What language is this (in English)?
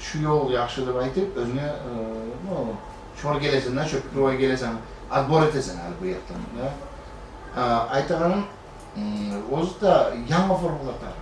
Kumyk